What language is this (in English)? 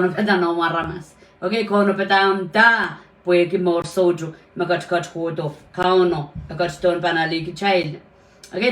Pohnpeian